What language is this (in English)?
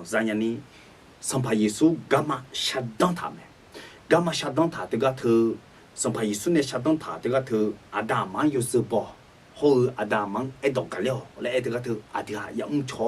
Akha